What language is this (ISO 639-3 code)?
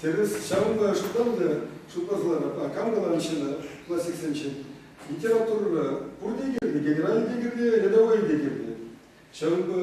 chv